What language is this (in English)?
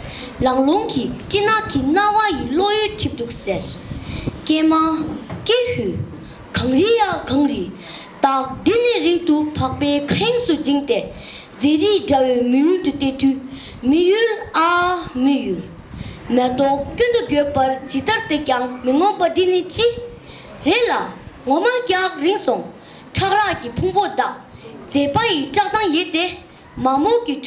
Tibetan